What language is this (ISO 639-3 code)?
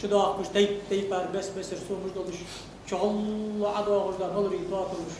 inh